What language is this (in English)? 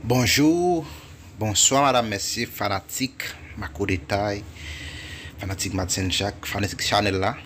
Haitian Creole